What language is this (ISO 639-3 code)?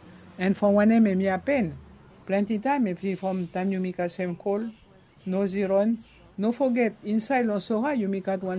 bis